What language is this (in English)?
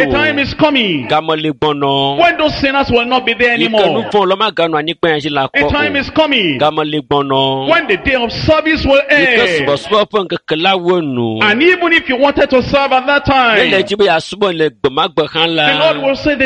Ewe